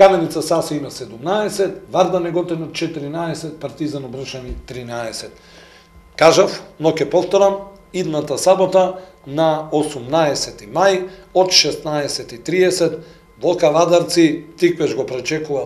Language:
Macedonian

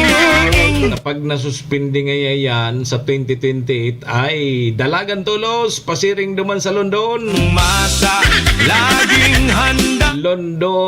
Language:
Bikol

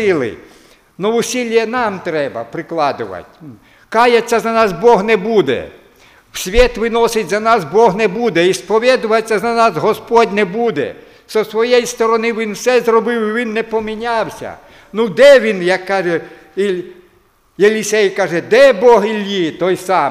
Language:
Ukrainian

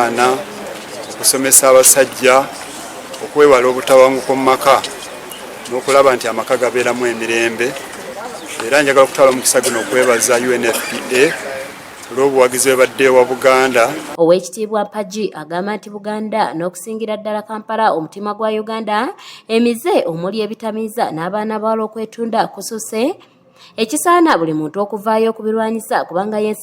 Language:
Ganda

